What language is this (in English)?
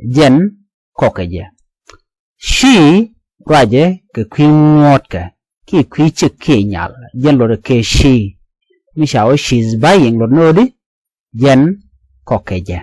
Nuer